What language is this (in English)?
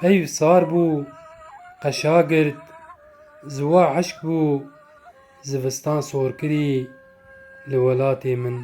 Kurdish